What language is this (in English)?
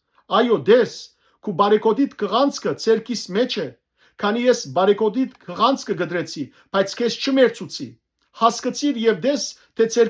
Western Armenian